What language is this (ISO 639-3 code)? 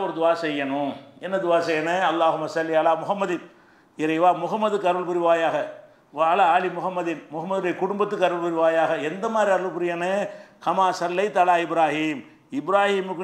tam